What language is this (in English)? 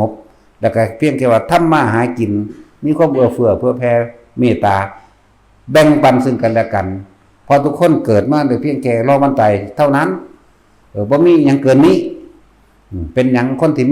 Northeastern Thai